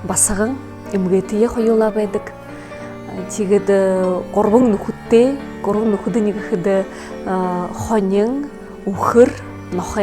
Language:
Buriat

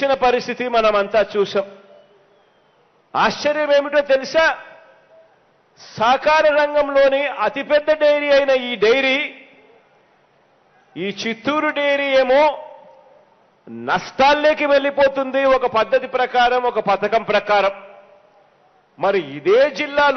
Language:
Telugu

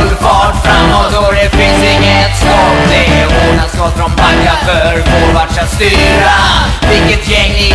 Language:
Swedish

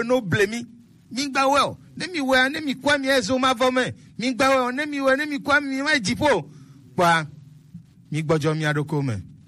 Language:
Gen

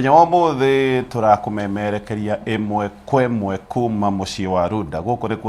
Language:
Kikuyu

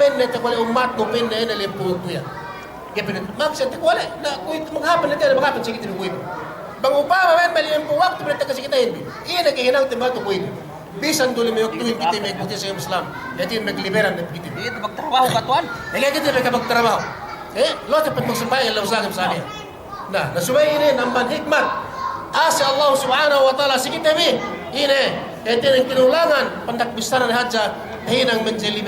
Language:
Yakan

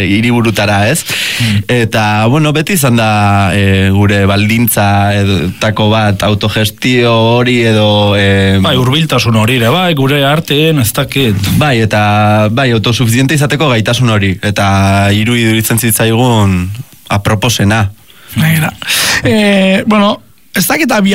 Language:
Basque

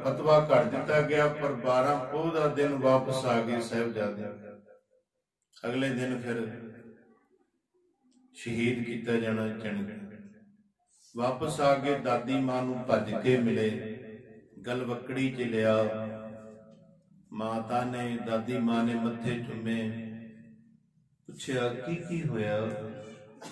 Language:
Punjabi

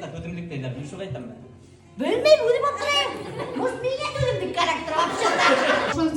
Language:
Bashkir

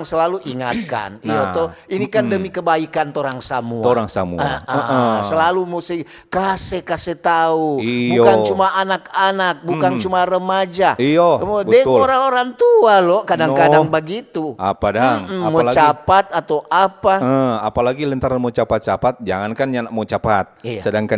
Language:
Manado Malay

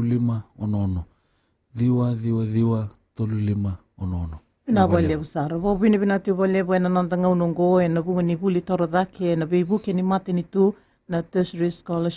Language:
Fijian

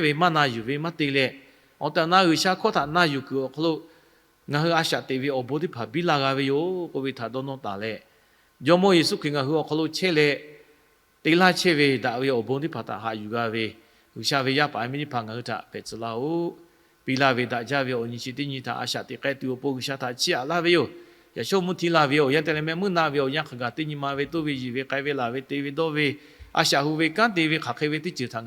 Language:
Lahu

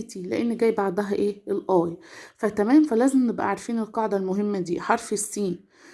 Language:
Egyptian Arabic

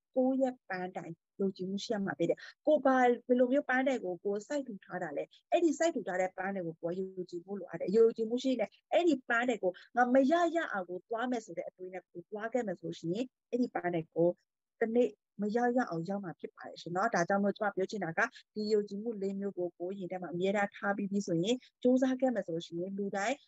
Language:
Burmese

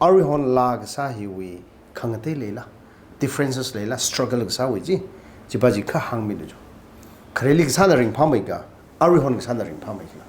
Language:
Tangkhul Naga (India)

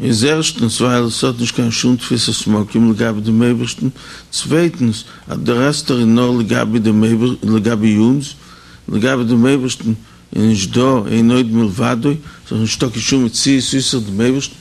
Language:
Yiddish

